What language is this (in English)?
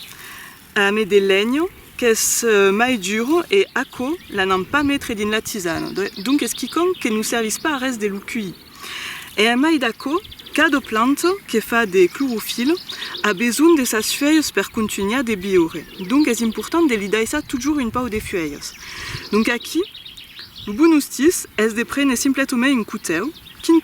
Occitan